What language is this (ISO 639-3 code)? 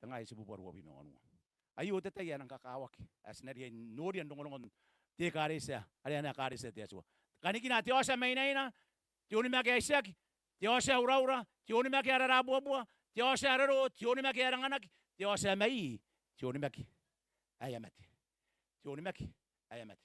gil